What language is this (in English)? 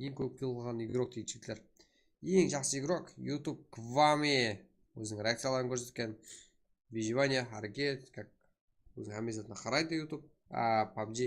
Kara-Kalpak